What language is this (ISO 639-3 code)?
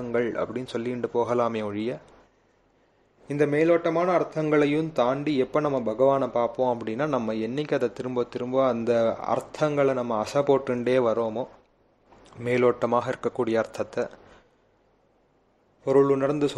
tam